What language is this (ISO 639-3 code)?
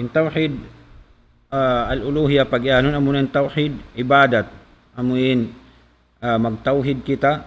tsg